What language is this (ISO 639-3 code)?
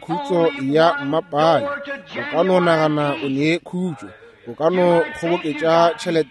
nso